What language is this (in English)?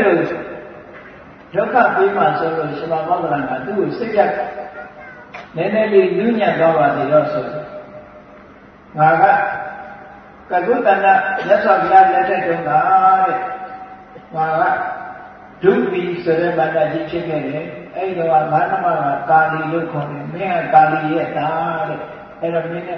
Burmese